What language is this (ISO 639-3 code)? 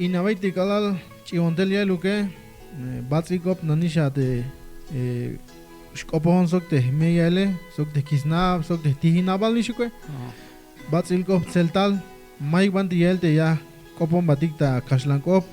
tzh